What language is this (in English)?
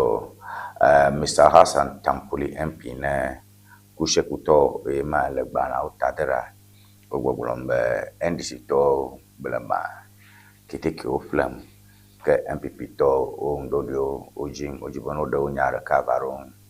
Ewe